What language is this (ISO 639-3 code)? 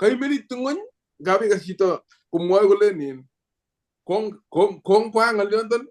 kln